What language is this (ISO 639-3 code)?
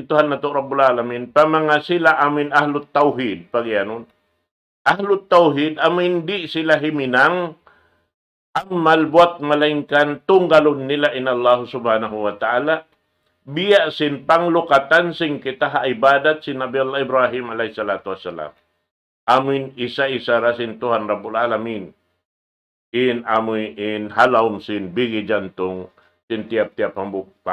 tsg